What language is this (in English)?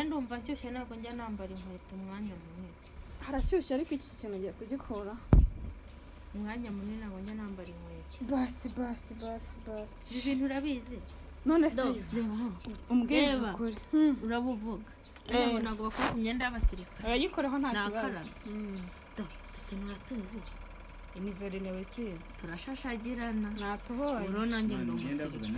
Kinyarwanda